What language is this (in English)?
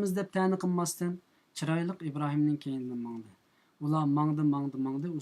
Uyghur